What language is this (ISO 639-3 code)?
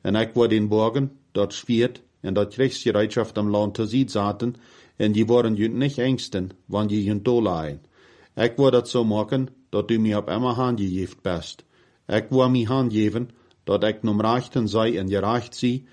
pdt